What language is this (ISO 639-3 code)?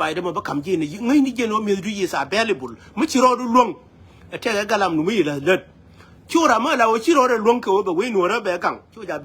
nus